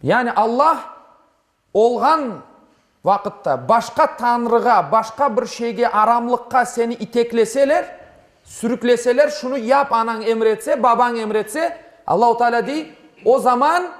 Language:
Crimean Tatar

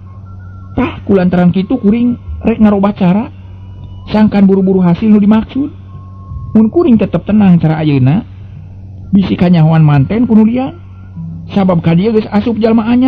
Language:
Sundanese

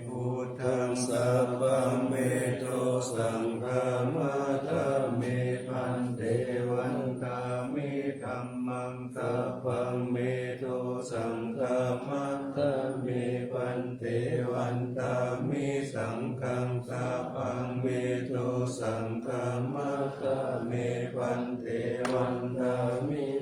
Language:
Pali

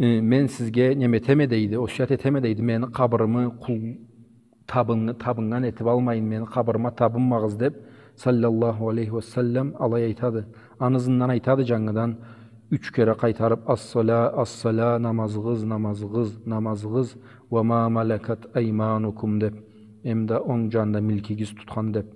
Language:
Karachay-Balkar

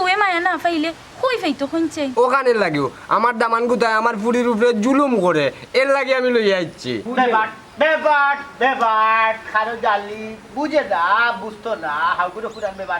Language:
Sylheti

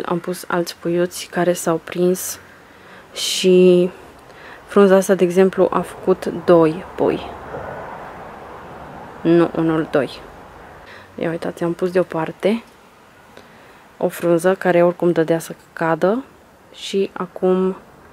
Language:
Romanian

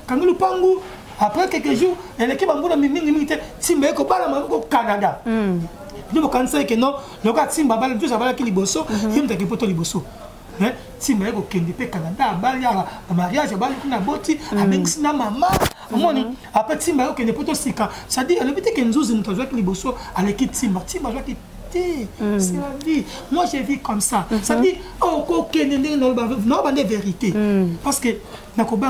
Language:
Lingala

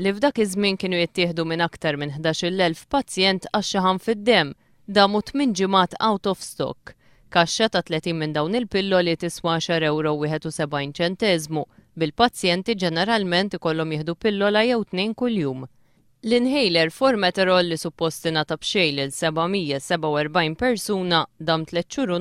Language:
Maltese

